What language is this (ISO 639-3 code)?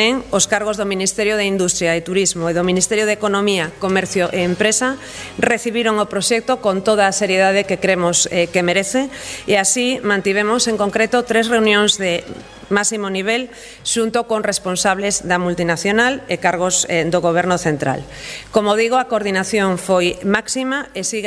glg